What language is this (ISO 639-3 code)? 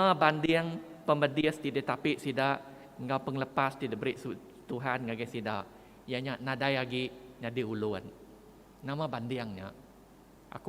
iba